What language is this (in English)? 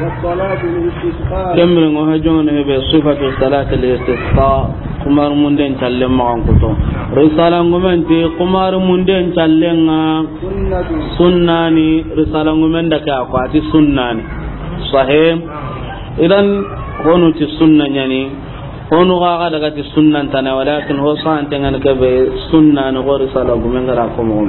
Soninke